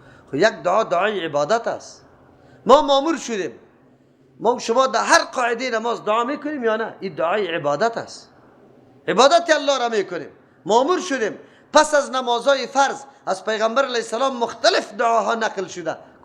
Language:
Persian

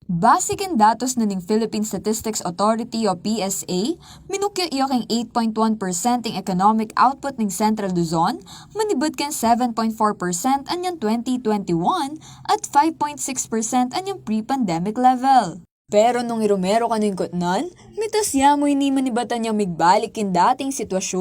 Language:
Pampanga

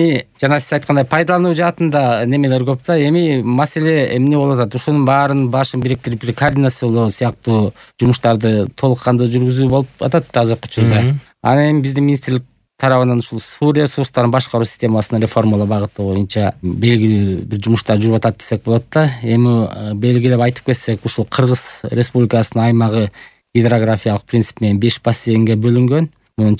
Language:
Kyrgyz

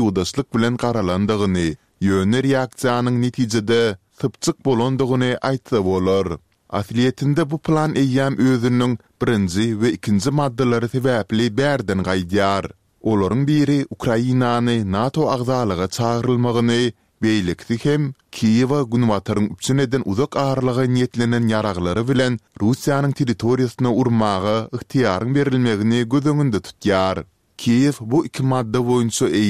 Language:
Turkmen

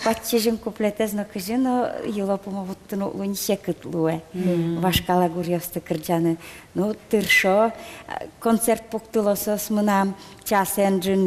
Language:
Udmurt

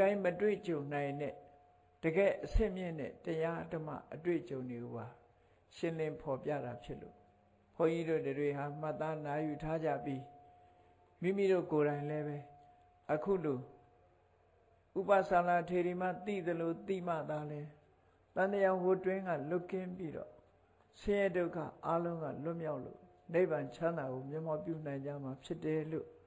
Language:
Burmese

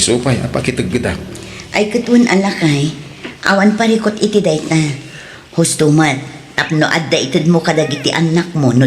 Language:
Iloko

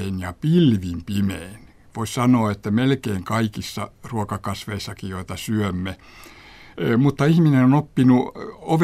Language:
Finnish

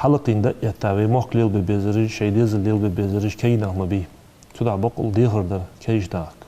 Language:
Ingush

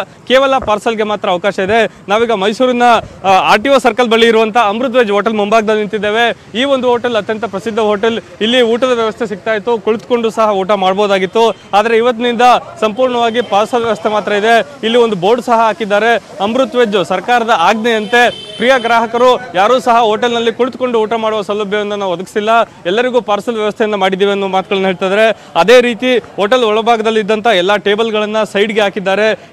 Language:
Kannada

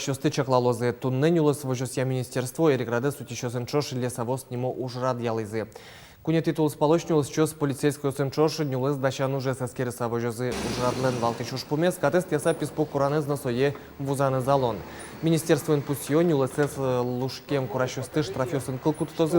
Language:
Udmurt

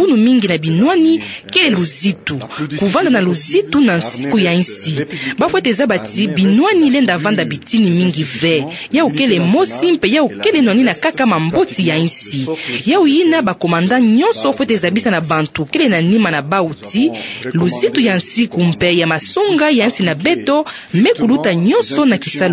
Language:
Kituba (Democratic Republic of Congo)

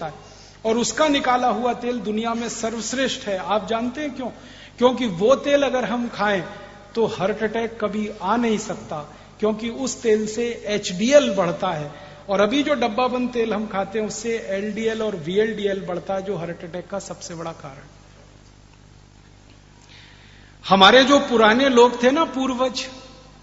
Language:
Hindi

